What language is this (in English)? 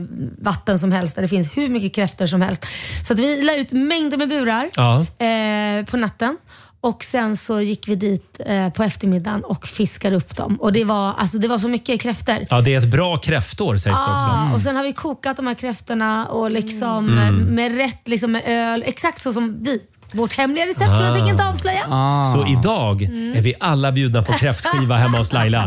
Swedish